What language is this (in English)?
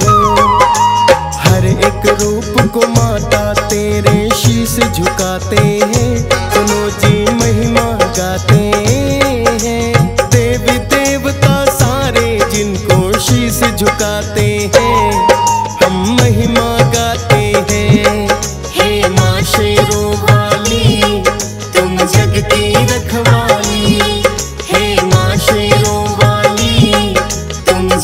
Hindi